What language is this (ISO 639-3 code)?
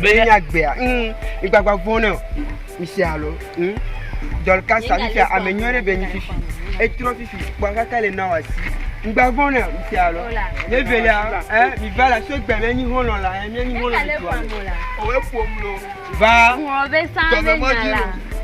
ewe